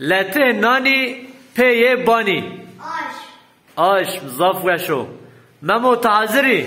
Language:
Zaza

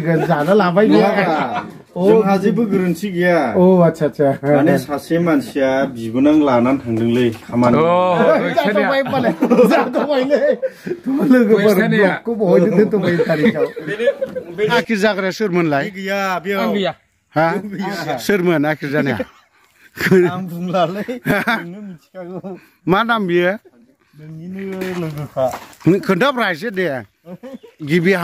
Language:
Bodo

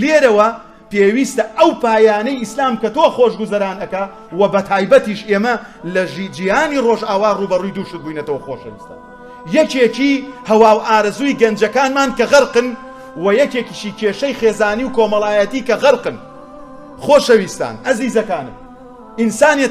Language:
Central Kurdish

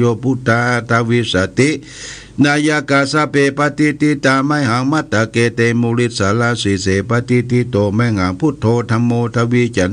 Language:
Pali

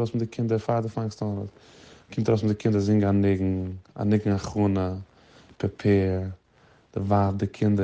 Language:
Yiddish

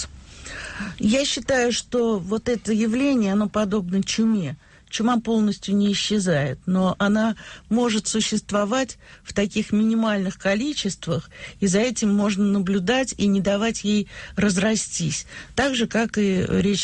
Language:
Russian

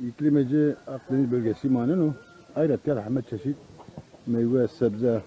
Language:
Zaza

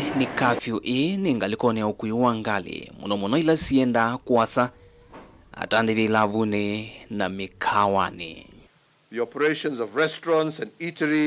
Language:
Kamba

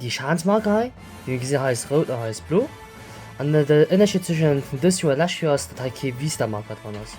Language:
Luxembourgish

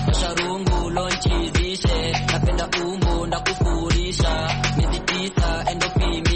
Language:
Swahili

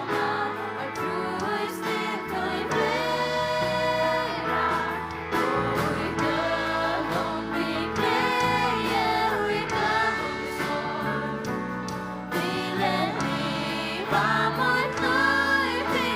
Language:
Faroese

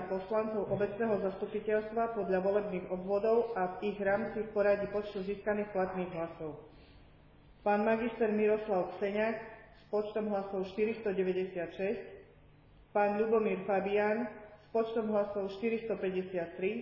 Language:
Slovak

